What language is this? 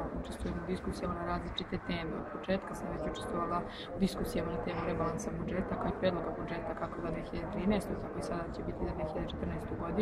Serbian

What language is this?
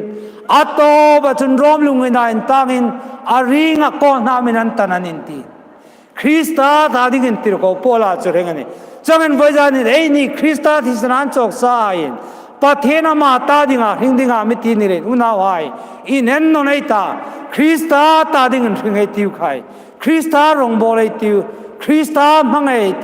Hmar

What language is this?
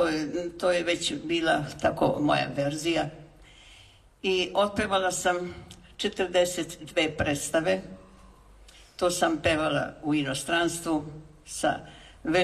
Serbian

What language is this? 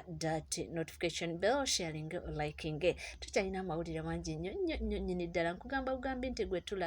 Ganda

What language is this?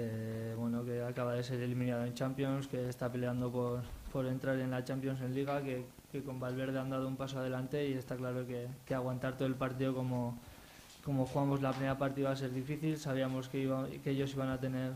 Spanish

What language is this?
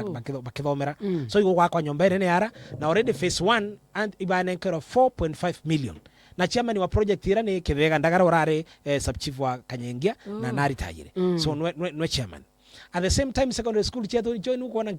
Meru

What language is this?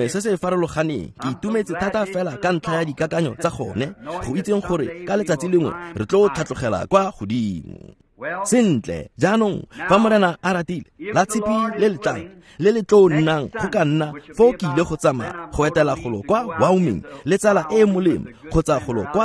Tswana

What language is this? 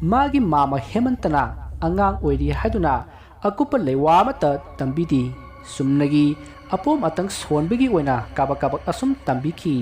Manipuri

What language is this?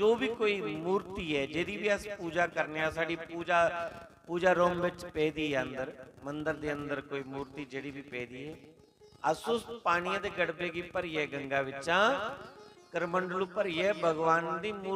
Dogri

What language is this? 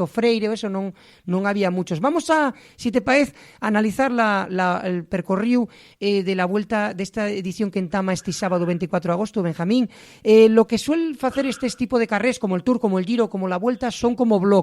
Asturian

